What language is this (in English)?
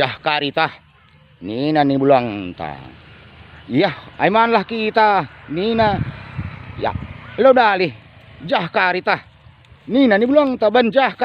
Batak Karo